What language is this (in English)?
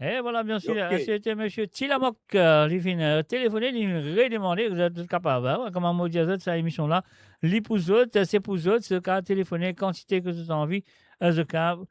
Morisyen